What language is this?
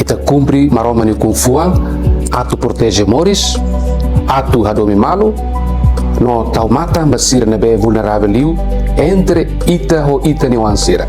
Tetum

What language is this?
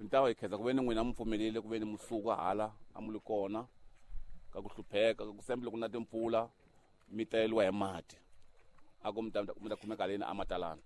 Tsonga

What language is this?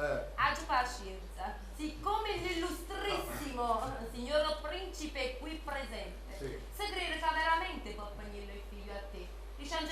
Neapolitan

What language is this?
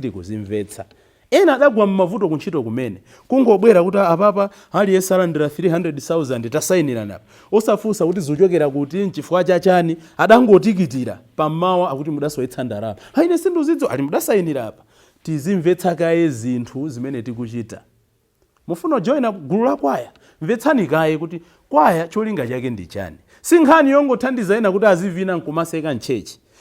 Nyanja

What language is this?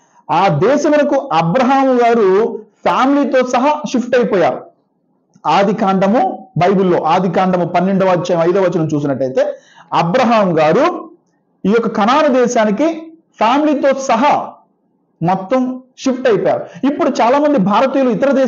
Telugu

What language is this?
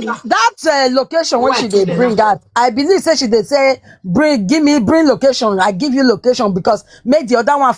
Nigerian Pidgin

